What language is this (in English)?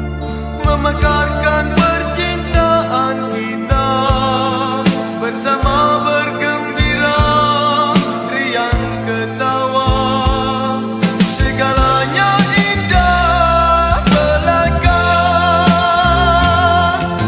Malay